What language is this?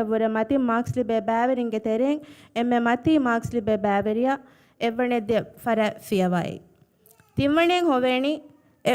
Divehi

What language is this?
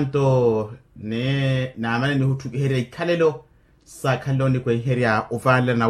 Makhuwa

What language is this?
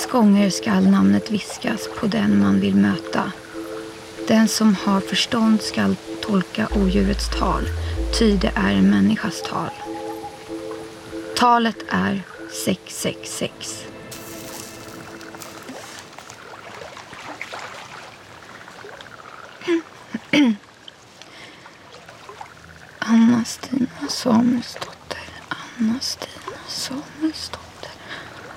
Swedish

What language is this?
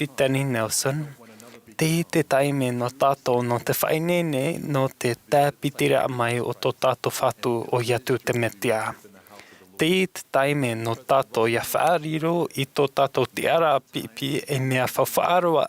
Tahitian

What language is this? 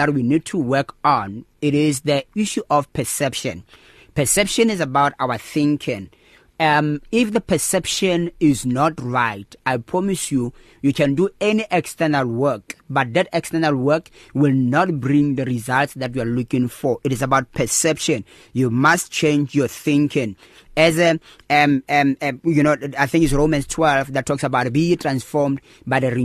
English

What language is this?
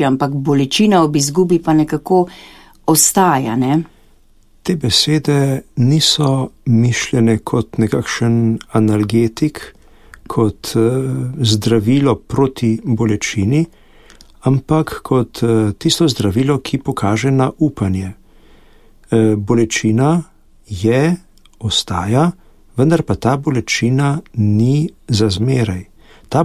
Slovenian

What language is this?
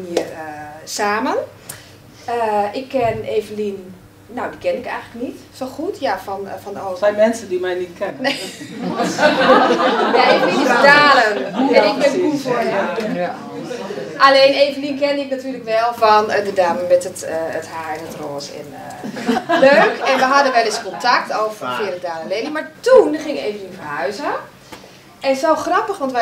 Dutch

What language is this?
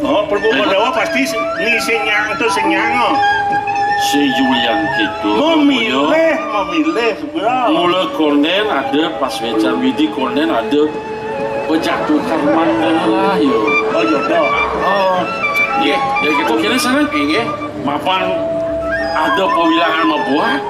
Balinese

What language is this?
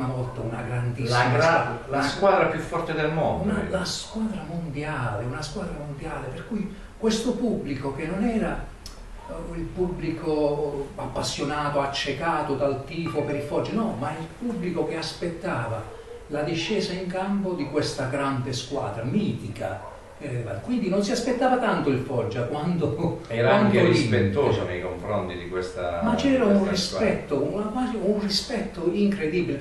Italian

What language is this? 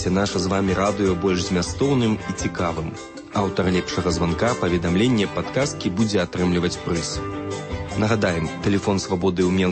Belarusian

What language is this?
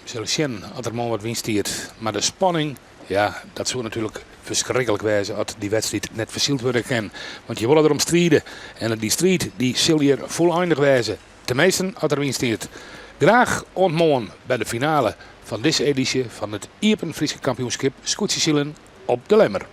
Western Frisian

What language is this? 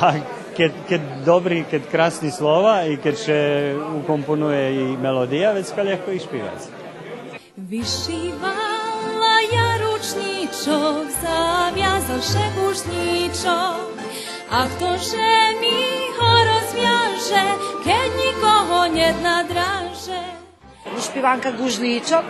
Rusyn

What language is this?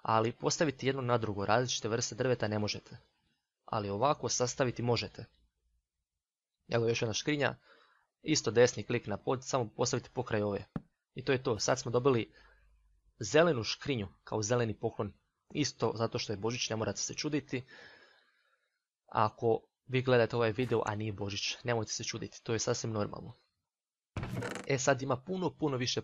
Croatian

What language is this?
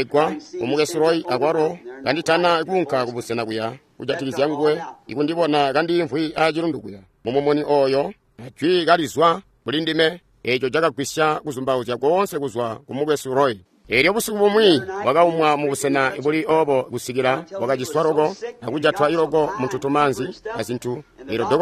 Tonga (Zambia)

